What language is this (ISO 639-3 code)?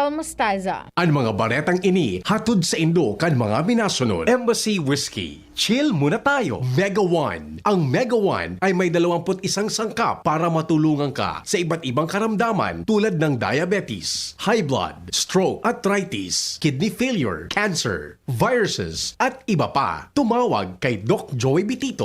bik